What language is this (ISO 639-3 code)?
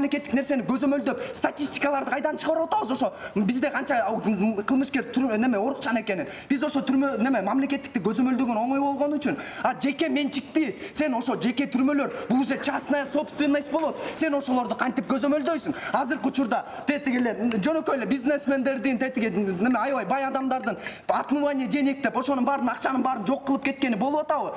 kir